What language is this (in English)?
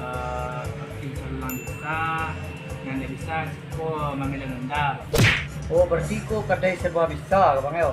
Minangkabau